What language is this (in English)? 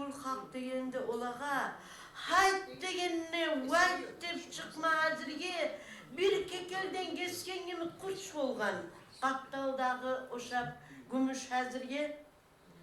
Kumyk